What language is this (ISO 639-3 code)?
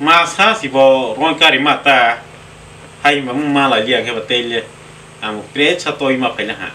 trp